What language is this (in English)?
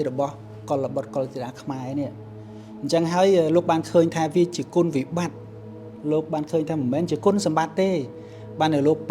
Khmer